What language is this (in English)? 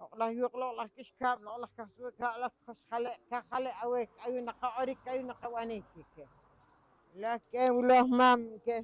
Poqomchi'